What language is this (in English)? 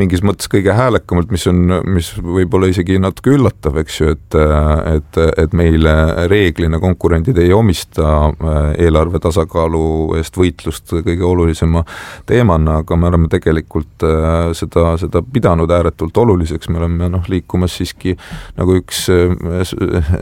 Estonian